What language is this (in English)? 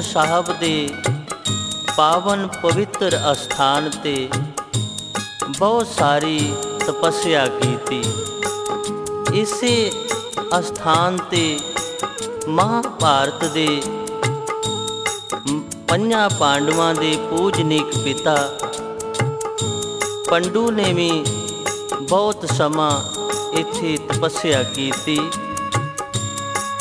Punjabi